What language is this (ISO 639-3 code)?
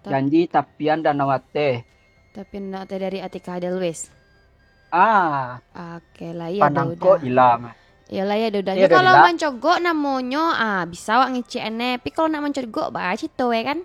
min